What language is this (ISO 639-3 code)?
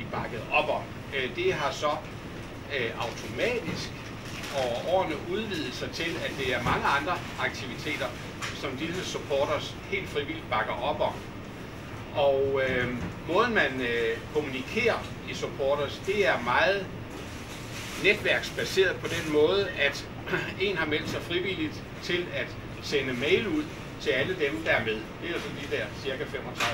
dan